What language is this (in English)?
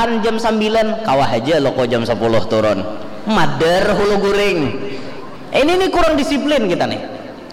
Banjar